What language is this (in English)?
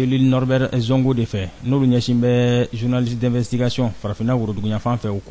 Bambara